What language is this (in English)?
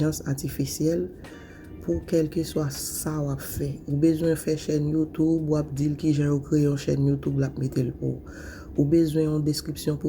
Haitian Creole